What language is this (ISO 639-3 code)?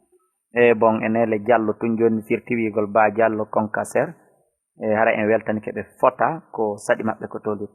ful